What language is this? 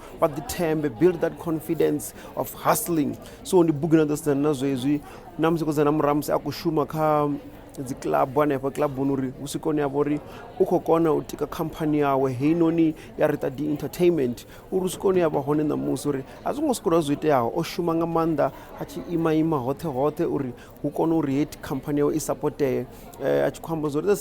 Venda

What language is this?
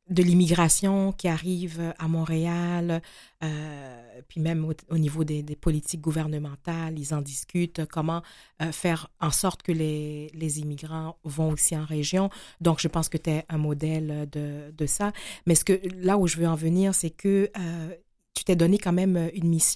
French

